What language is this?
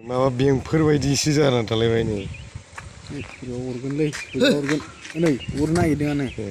Bodo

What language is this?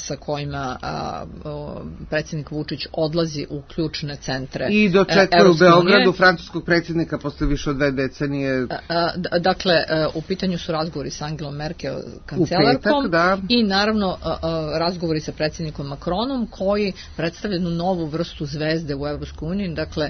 Serbian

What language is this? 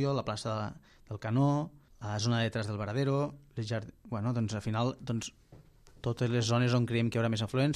Catalan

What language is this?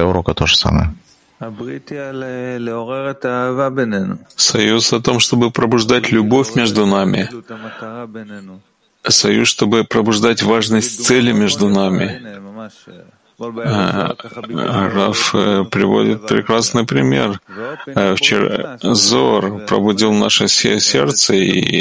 Russian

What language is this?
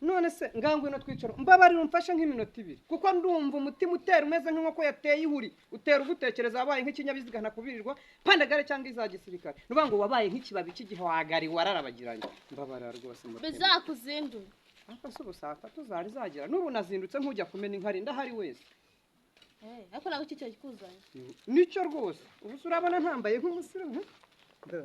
Kinyarwanda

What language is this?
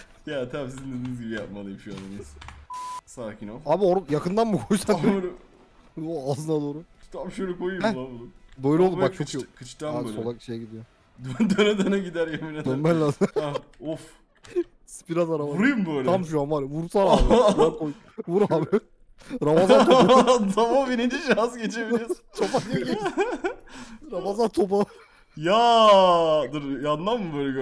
Turkish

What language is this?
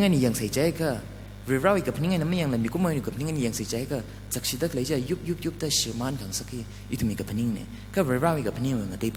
Tangkhul Naga (India)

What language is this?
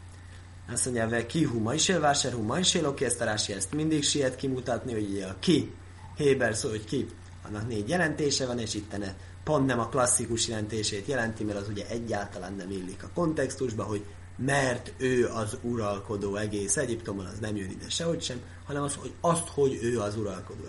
Hungarian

